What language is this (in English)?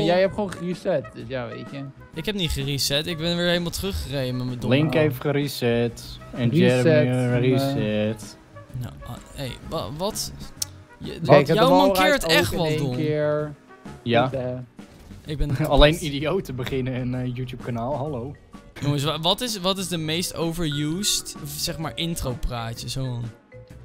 Dutch